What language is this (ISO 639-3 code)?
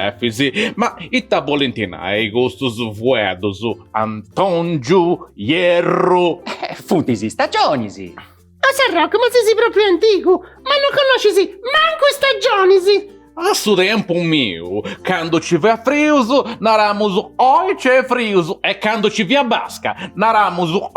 srd